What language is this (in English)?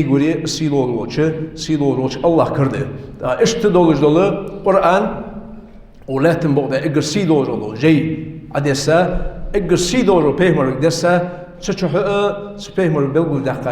Ingush